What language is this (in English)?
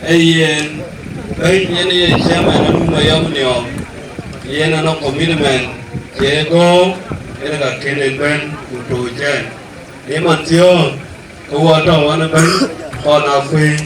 Dinka